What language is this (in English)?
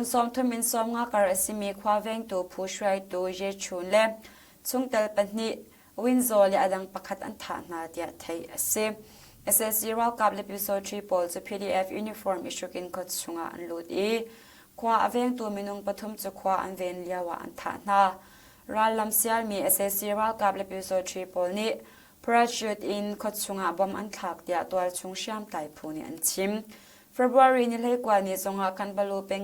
Hakha Chin